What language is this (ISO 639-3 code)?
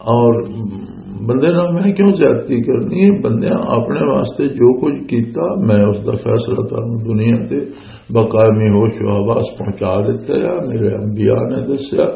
lah